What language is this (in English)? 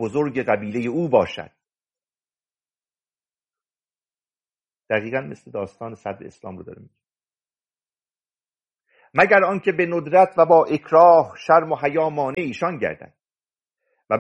Persian